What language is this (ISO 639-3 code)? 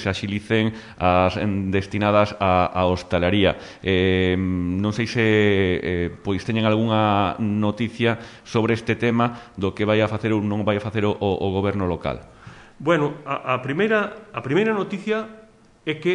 glg